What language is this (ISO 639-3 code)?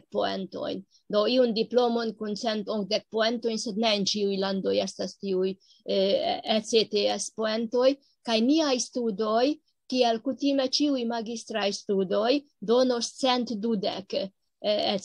epo